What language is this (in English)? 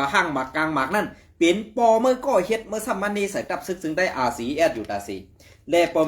Shan